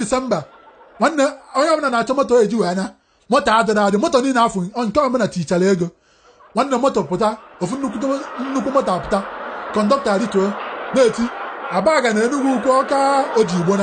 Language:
Igbo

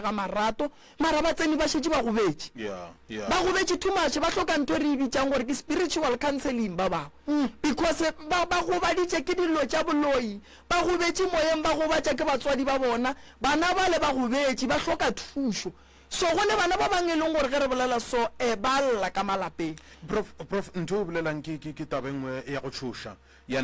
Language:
Northern Sotho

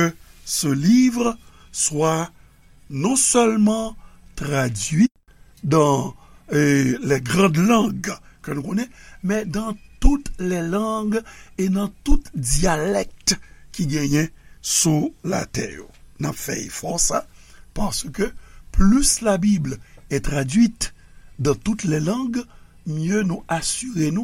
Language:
Haitian Creole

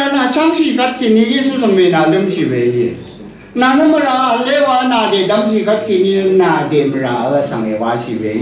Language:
Rawang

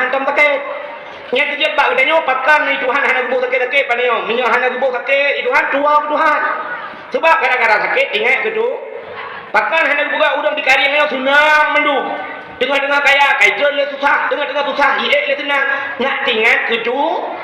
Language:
Achinese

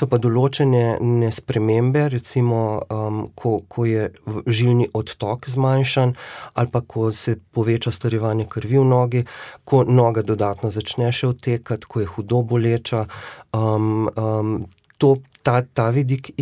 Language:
Slovenian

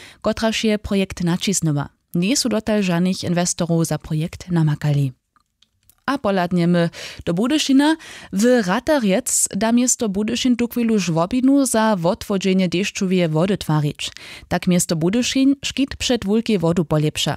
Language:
Upper Sorbian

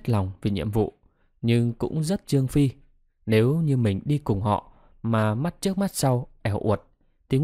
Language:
Vietnamese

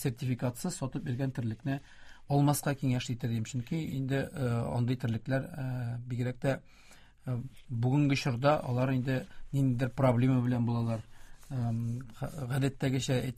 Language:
Tatar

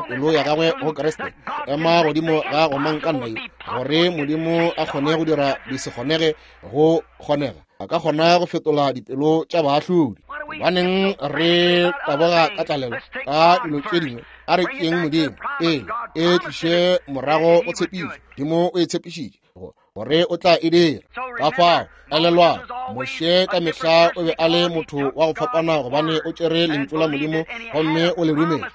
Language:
Northern Sotho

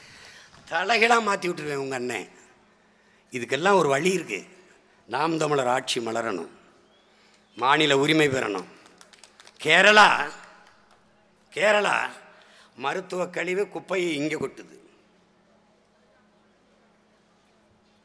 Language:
Tamil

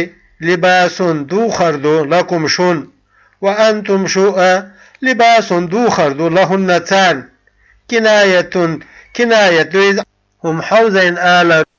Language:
Chechen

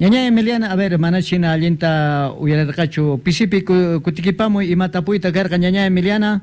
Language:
Quechua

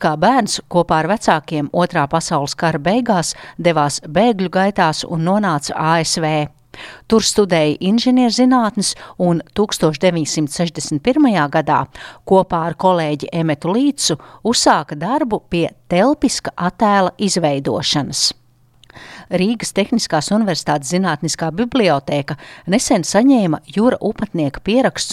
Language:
Latvian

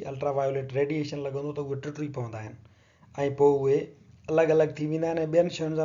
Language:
Sindhi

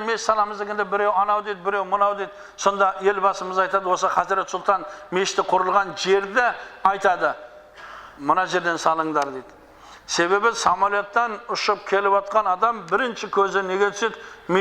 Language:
Kazakh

